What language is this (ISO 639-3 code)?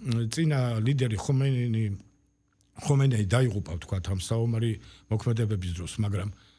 kat